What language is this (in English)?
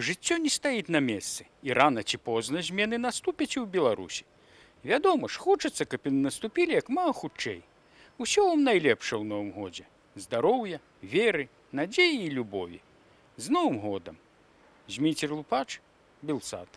Belarusian